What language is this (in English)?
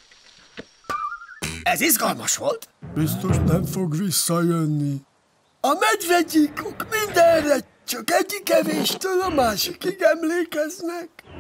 Hungarian